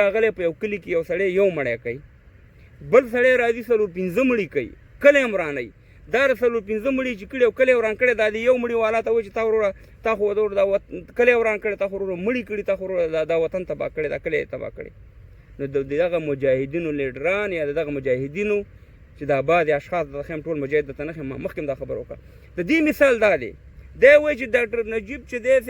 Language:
Pashto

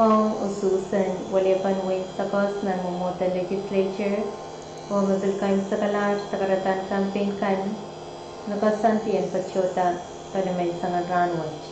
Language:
Pohnpeian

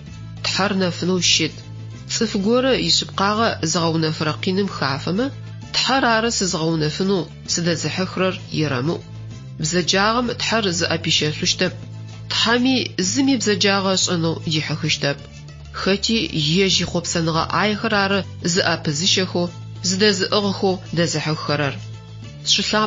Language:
Adyghe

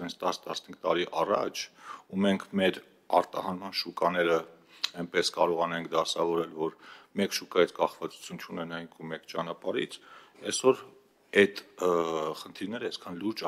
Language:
Armenian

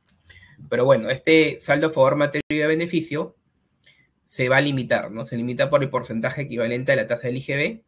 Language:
Spanish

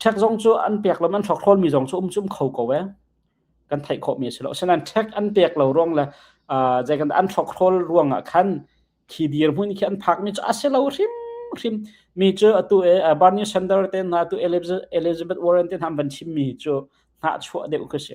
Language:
Hakha Chin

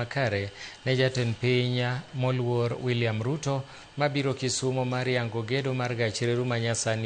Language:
Luo (Kenya and Tanzania)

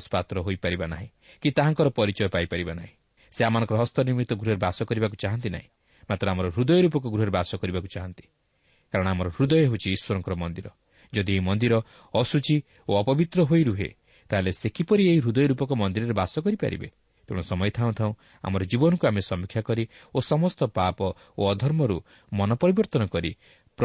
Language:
Odia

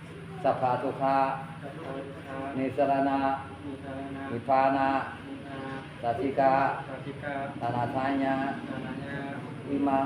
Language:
Pali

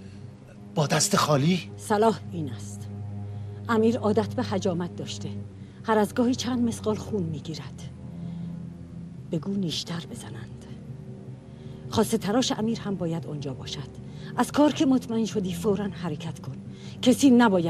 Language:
Persian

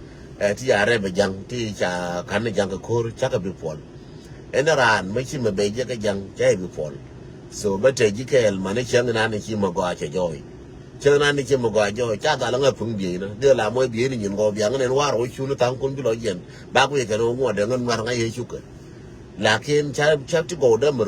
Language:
Nuer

